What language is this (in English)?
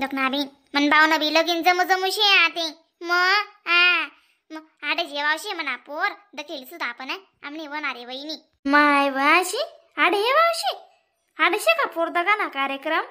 Khandesi